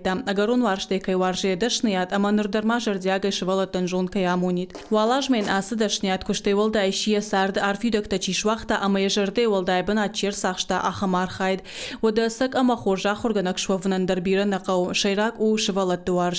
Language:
Ossetic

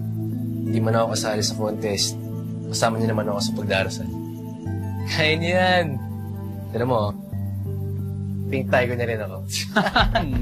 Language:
Filipino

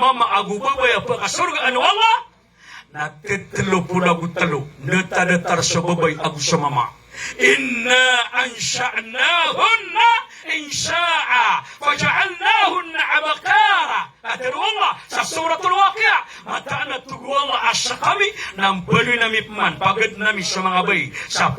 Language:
Maranao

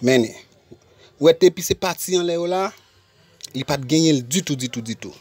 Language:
Haitian Creole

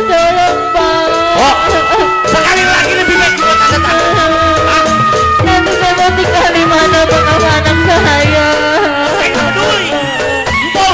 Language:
Betawi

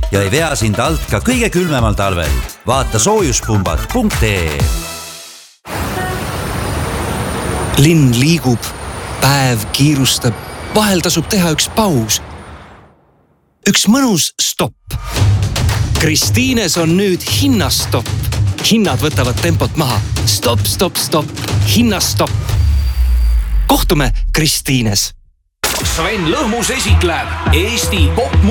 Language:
Estonian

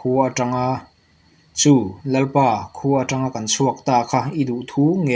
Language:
Mizo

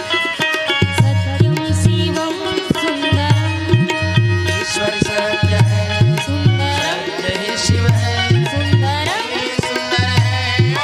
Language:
Chhattisgarhi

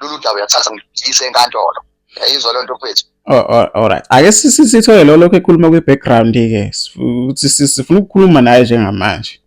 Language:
Zulu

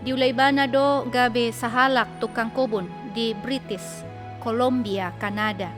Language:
Batak Toba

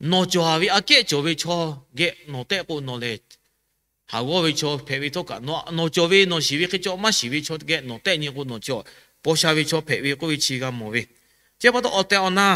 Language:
Lahu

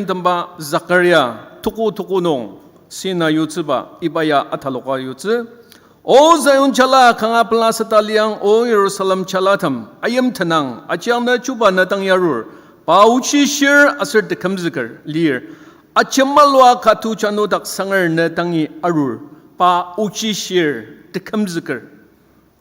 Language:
Ao Naga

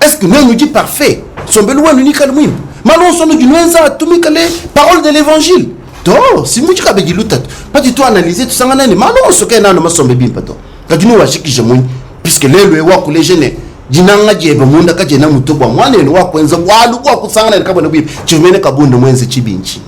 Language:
Luba-Lulua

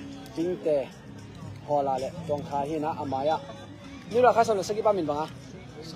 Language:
Tedim Chin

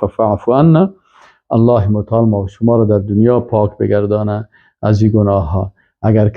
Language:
Persian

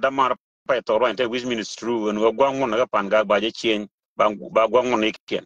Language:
Nuer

